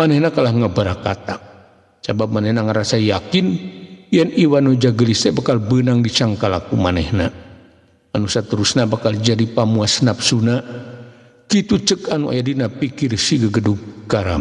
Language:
Sundanese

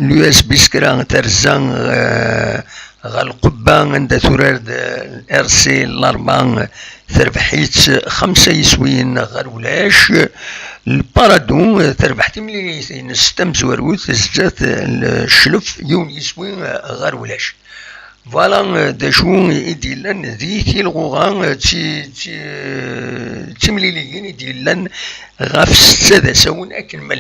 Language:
Kabyle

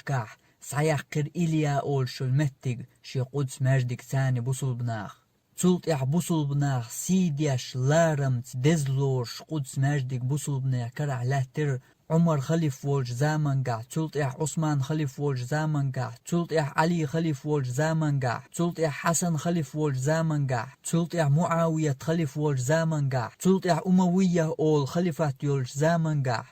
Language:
Chechen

